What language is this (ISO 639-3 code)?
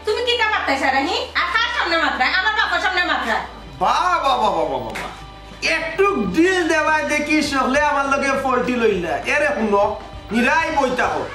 syl